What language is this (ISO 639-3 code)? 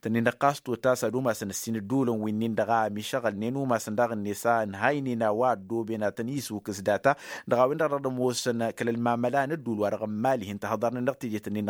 taq